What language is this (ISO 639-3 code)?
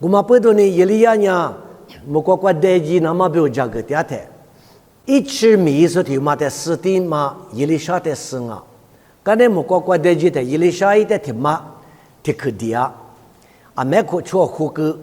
lis